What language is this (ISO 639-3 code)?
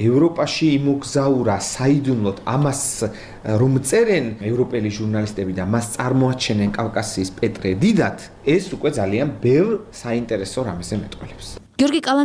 kat